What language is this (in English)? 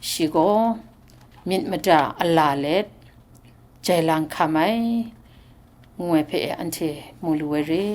Kachin